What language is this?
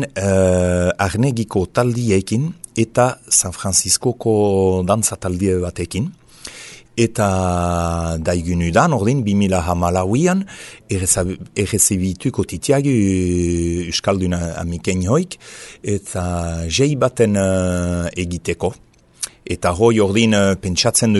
Basque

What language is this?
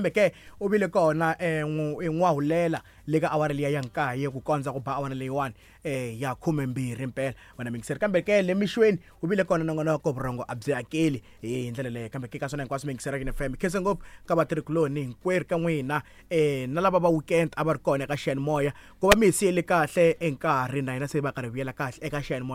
Tsonga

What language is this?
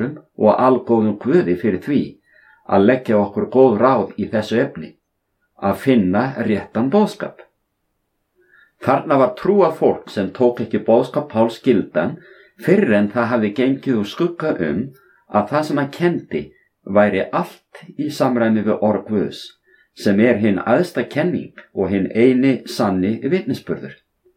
Icelandic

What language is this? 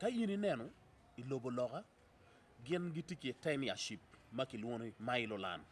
Acoli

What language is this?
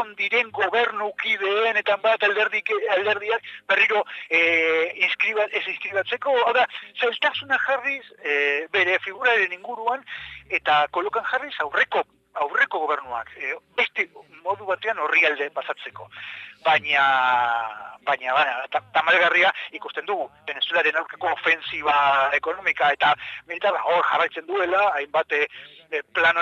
Basque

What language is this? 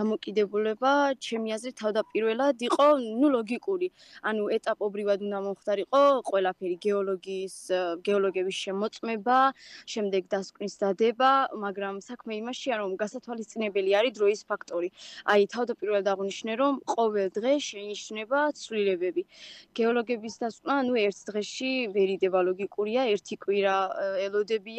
Georgian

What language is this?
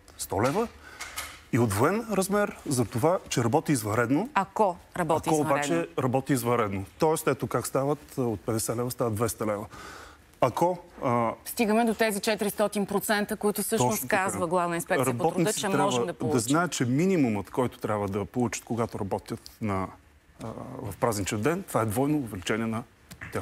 Bulgarian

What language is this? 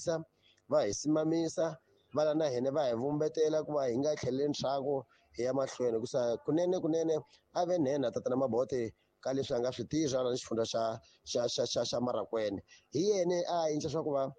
Tsonga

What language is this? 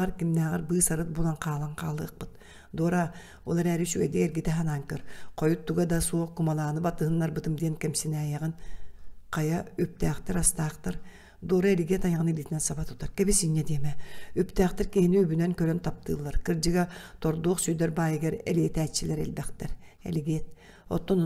Yakut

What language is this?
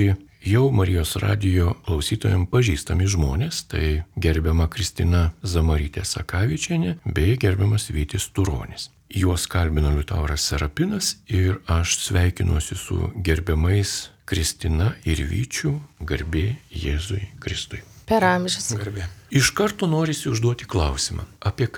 Lithuanian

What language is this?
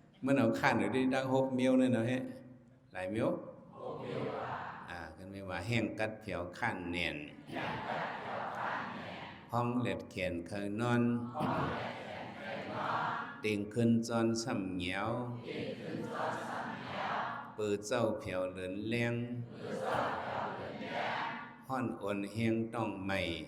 Shan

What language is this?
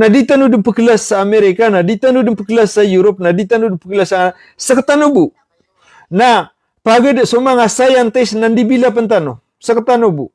Maranao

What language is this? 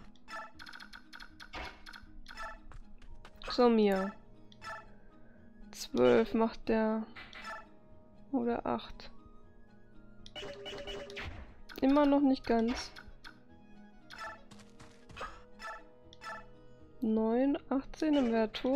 German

